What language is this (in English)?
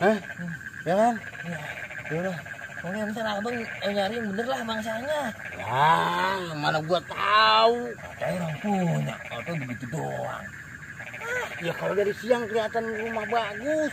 Betawi